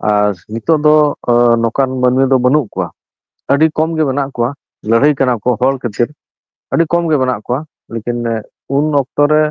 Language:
Santali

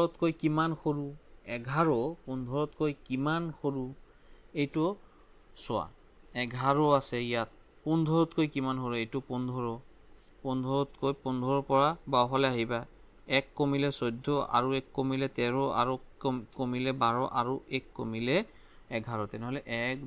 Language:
Assamese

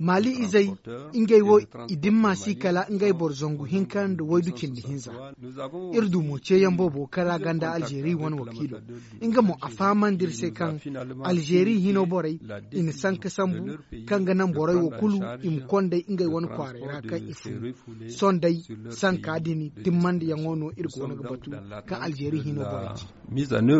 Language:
Zarma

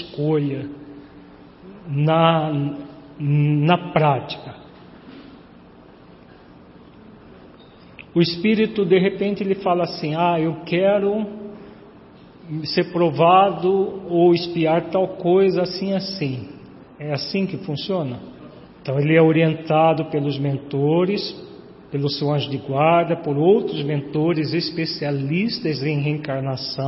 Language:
Portuguese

